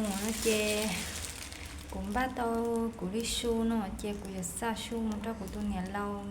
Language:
Hmong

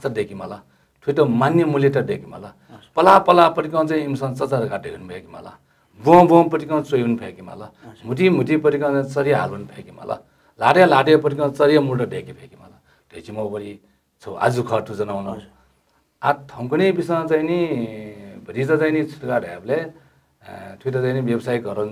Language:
Newari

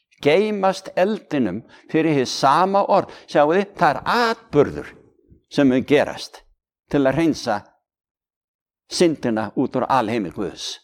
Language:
Icelandic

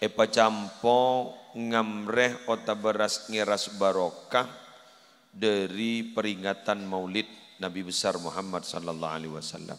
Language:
Madurese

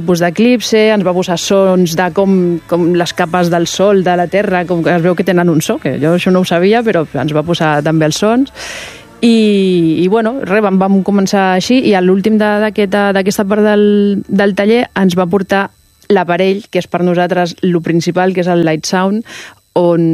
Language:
Catalan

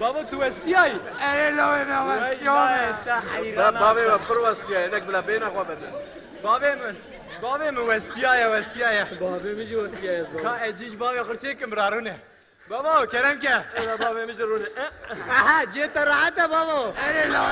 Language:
Kurdish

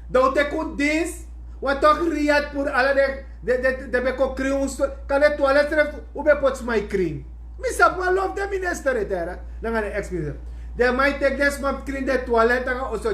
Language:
Sranan Tongo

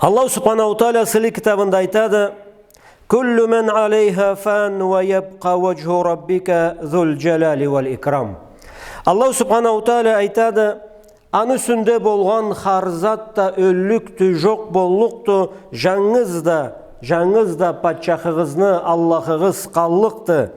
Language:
Karachay-Balkar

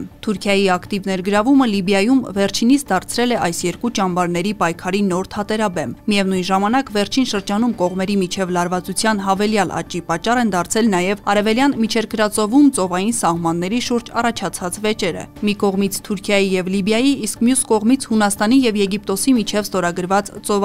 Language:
Armenian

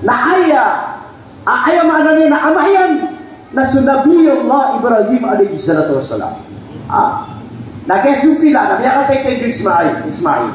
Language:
Maranao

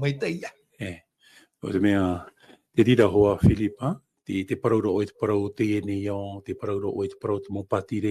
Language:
Tahitian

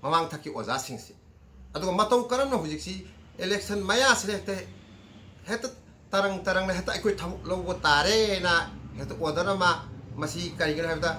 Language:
Manipuri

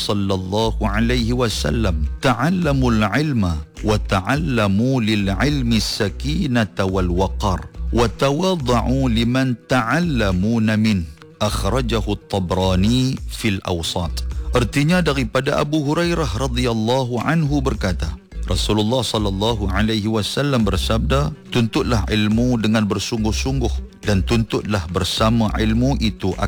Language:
Malay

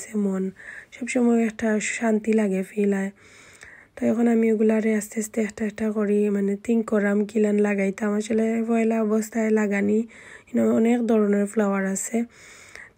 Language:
Sylheti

